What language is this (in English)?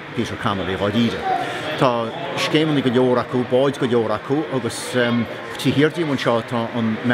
Irish